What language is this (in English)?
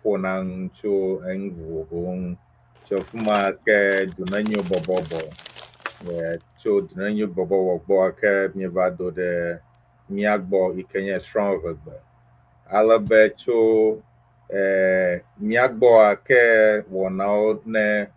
Ewe